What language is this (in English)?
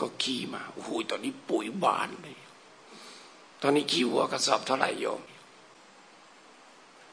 Thai